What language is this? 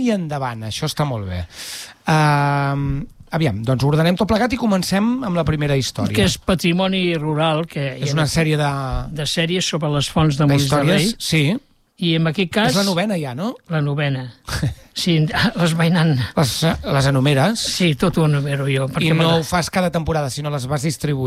Catalan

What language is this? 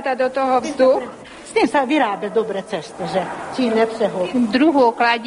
Slovak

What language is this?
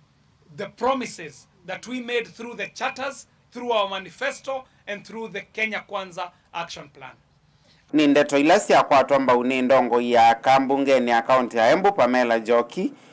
Kamba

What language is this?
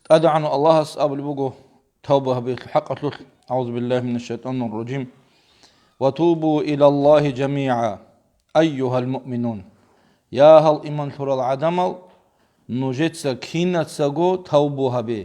Avaric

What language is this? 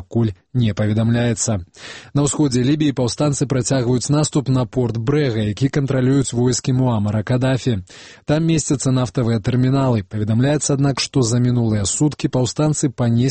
Belarusian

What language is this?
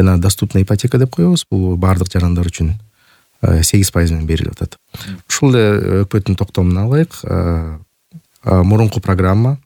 Kyrgyz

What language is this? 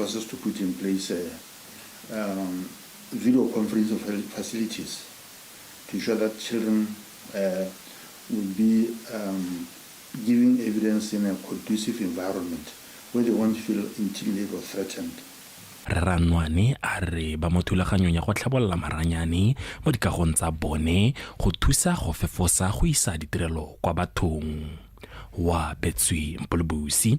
Tswana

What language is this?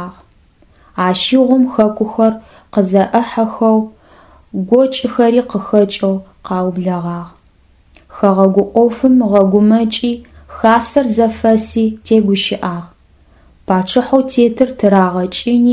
Adyghe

